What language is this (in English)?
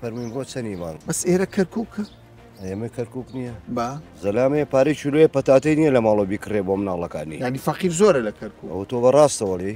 Central Kurdish